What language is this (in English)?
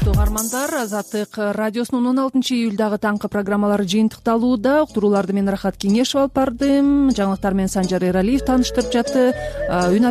Kyrgyz